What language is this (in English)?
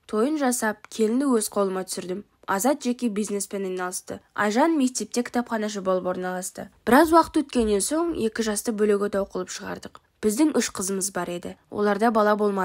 Kazakh